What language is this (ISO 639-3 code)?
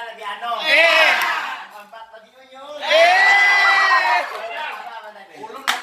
bjn